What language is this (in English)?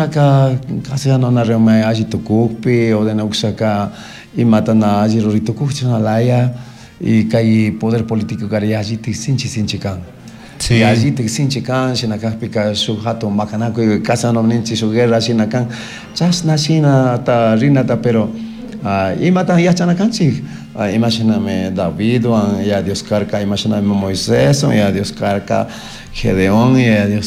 Chimborazo Highland Quichua